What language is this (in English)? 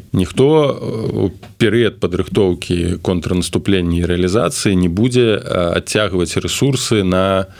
Belarusian